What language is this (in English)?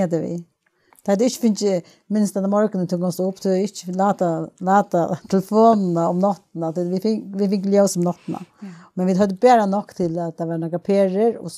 Faroese